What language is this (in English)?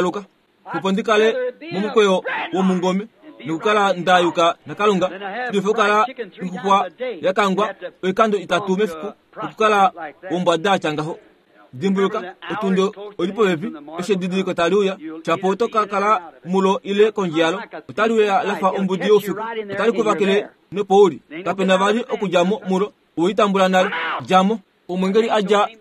Kuanyama